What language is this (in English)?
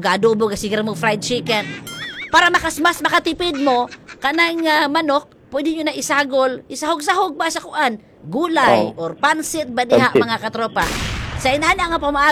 Cebuano